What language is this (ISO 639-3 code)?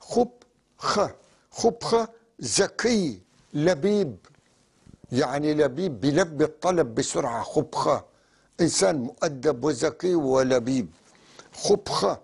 apc